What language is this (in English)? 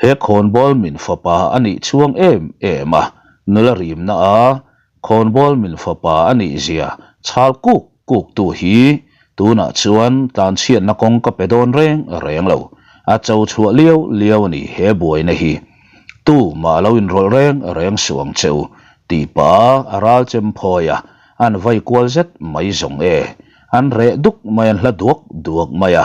Mizo